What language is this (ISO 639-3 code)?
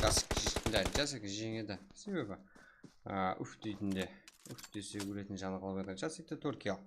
kaa